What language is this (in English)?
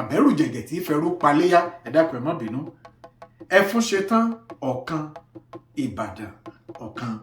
Yoruba